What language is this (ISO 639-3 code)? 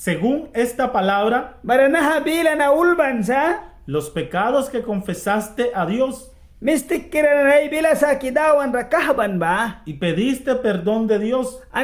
miq